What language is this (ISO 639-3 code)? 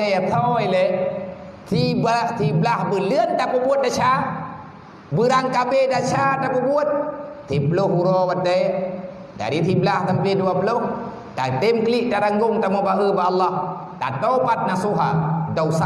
ace